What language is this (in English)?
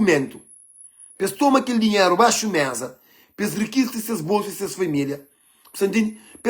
Kabuverdianu